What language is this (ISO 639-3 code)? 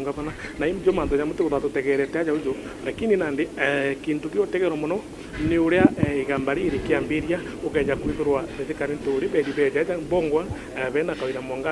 mer